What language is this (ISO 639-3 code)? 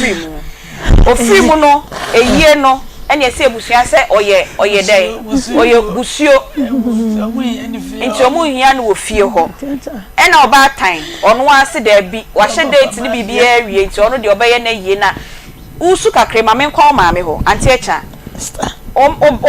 aka